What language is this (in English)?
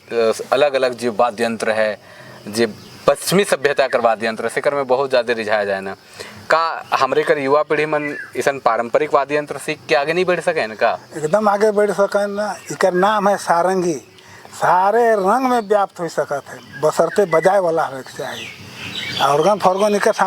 Sadri